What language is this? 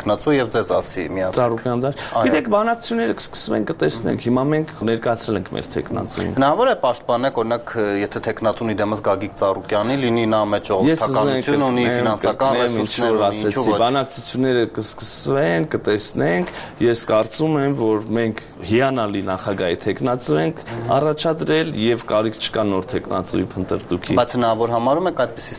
Armenian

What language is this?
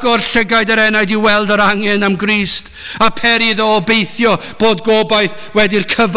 Welsh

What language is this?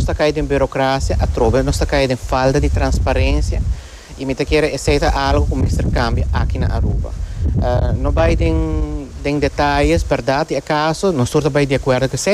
Papiamento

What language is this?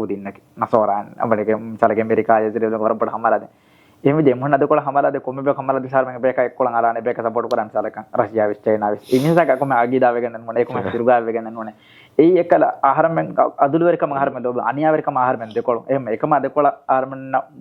Divehi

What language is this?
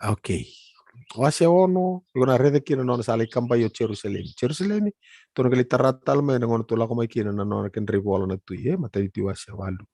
Fijian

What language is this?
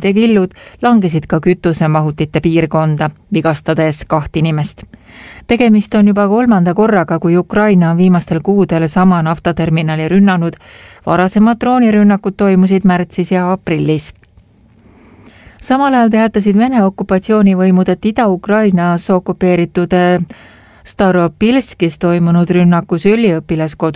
Estonian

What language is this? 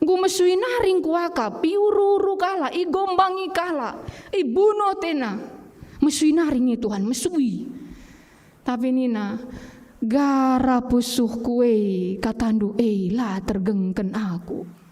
Batak Karo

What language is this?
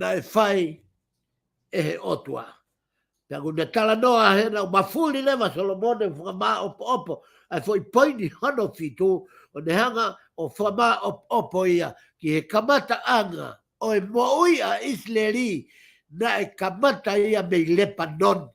Tongan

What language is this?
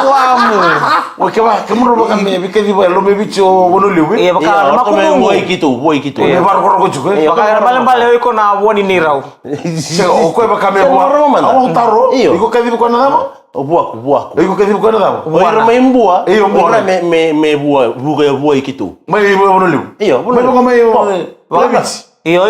Fijian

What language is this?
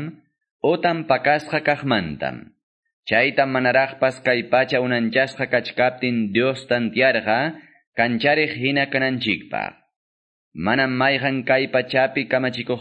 Quechua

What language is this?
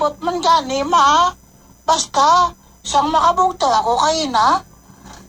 Hiligaynon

